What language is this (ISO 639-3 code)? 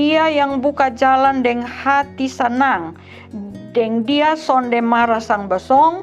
mkn